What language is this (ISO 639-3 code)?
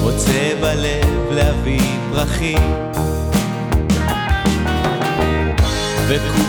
heb